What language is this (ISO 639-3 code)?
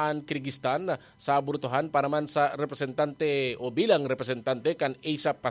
bik